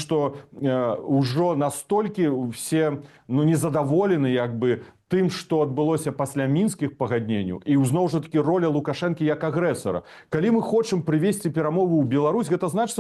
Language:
Belarusian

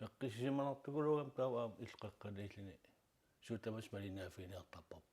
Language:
Kalaallisut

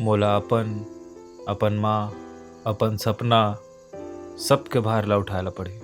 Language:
Chhattisgarhi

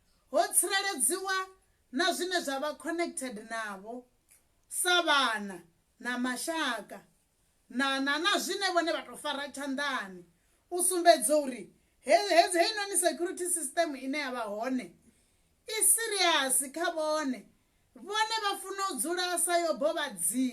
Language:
Venda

